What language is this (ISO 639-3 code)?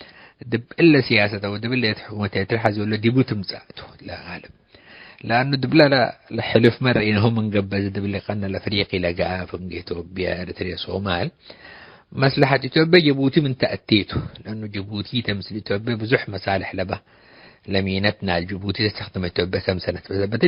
tig